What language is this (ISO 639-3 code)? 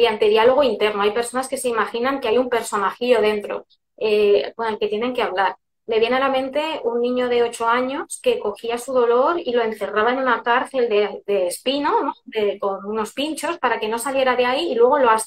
spa